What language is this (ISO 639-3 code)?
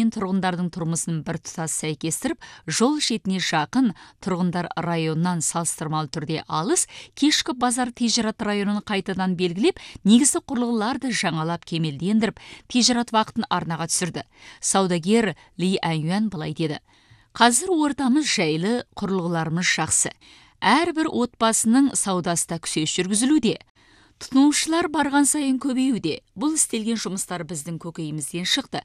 kaz